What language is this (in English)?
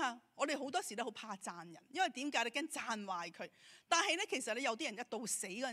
Cantonese